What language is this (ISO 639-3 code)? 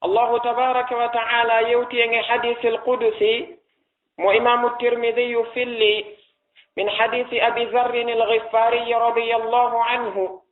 ful